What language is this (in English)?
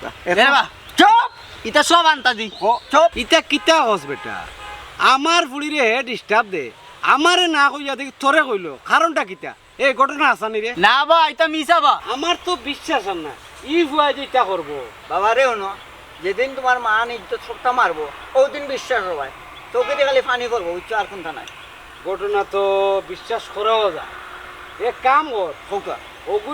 Sylheti